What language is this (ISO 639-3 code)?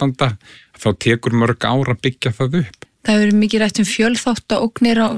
isl